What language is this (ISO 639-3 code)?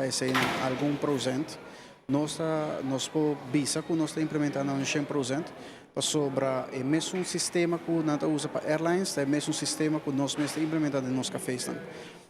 pap